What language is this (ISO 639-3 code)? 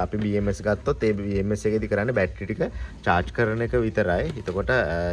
sin